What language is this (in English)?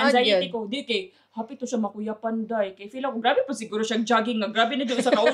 Cebuano